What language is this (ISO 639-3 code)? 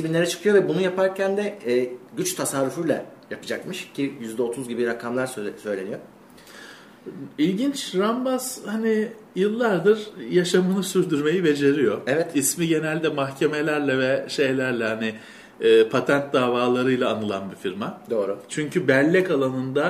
tur